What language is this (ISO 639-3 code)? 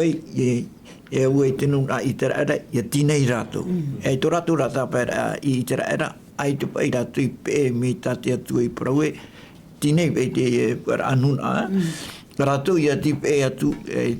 tah